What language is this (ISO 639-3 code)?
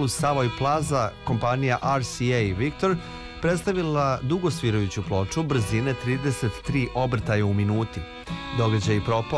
srp